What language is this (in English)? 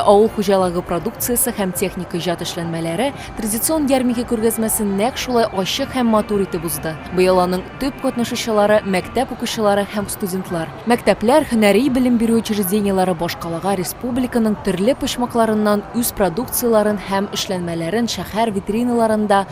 Tatar